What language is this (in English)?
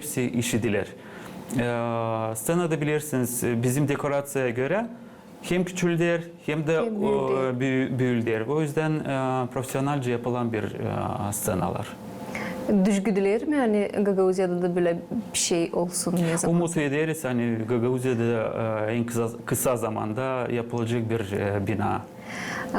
Gagauz